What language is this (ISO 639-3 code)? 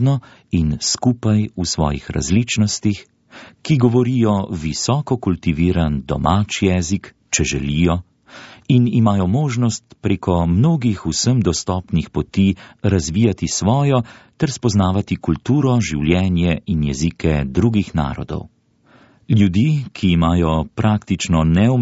slv